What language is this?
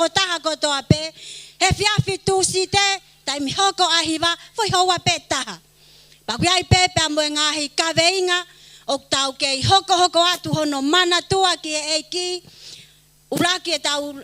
Tongan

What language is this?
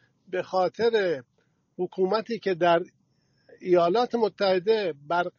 Persian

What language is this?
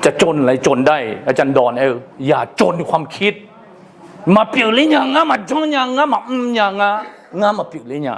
Akha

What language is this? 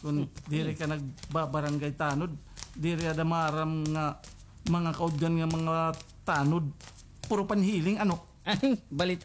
Waray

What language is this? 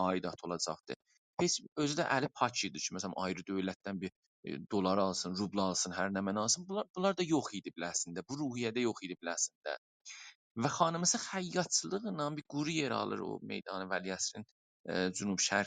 South Azerbaijani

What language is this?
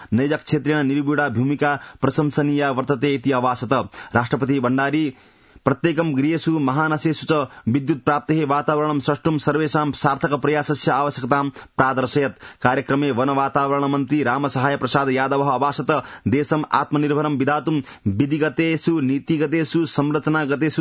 Sanskrit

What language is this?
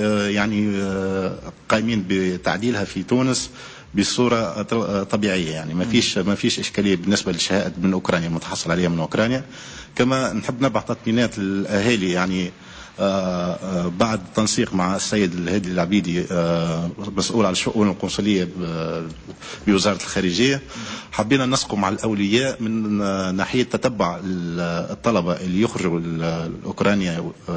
Tunisian Arabic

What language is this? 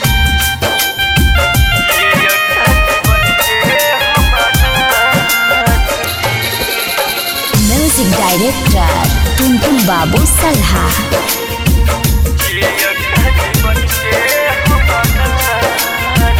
Bhojpuri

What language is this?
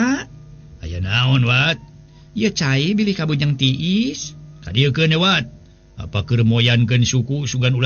Sundanese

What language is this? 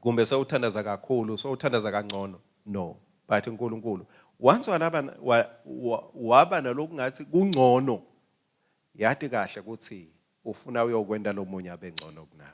Swati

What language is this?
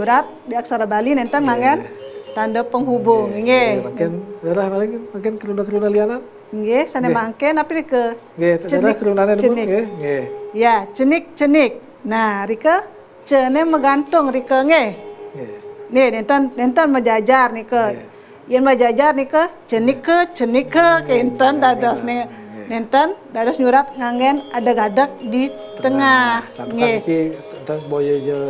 Balinese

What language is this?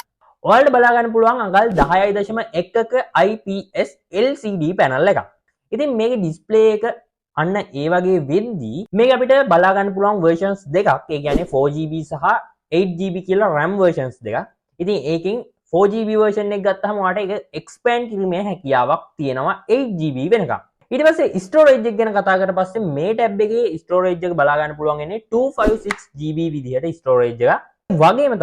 Sinhala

